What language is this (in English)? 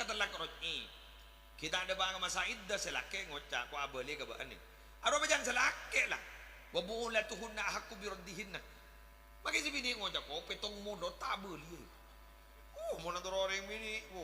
Madurese